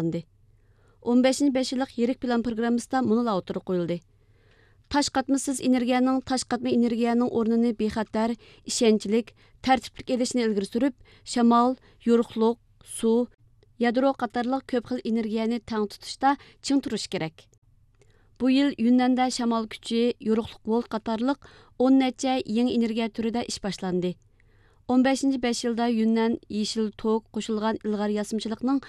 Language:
Uyghur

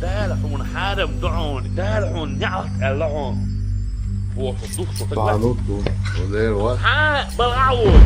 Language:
Chechen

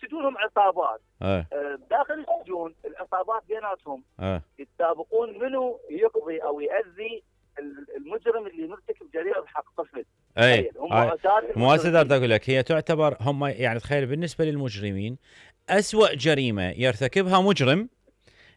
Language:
Mesopotamian Arabic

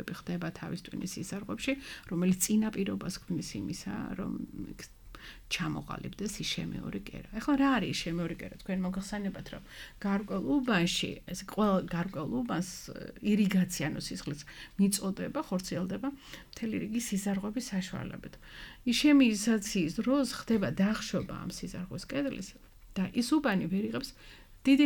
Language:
Georgian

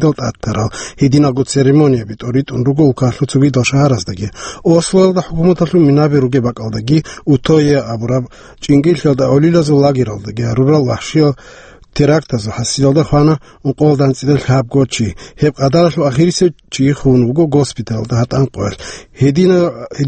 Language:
Avaric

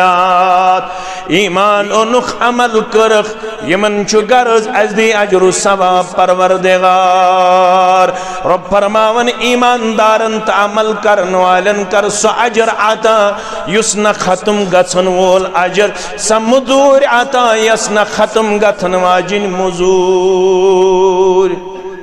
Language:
Kashmiri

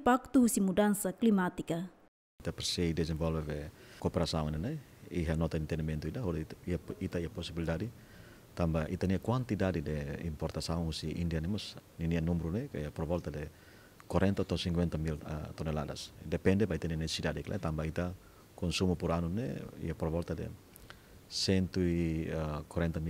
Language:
Tetum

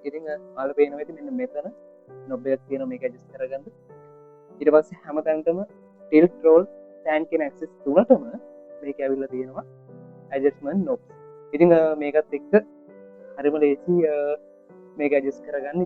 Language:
Sinhala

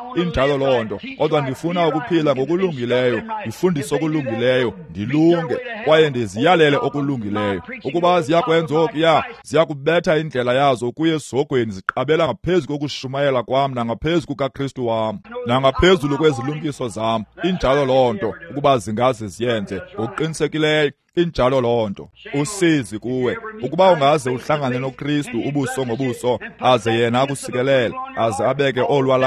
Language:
Xhosa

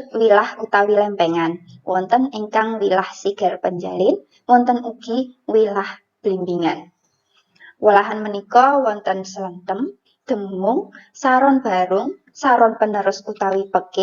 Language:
Javanese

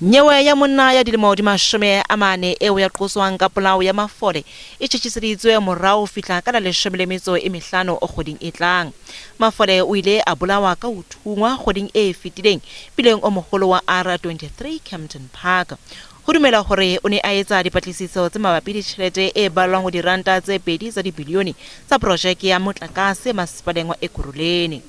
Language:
Southern Sotho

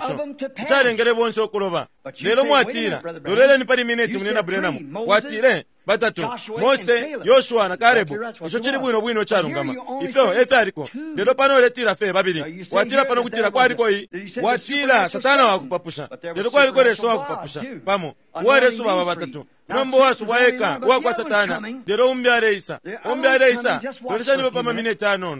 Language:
Bemba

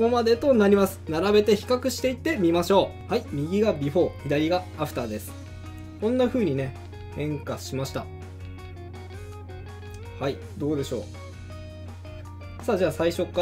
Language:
Japanese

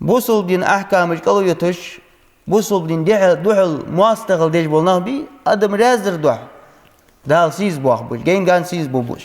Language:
Ingush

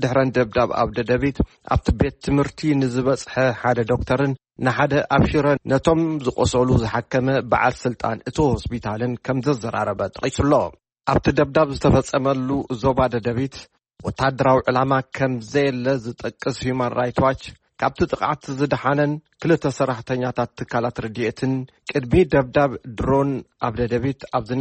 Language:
Tigrinya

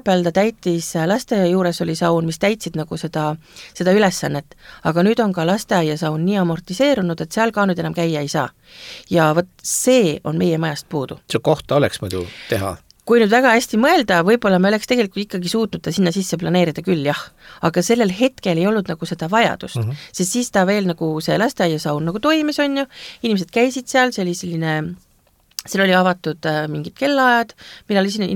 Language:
Estonian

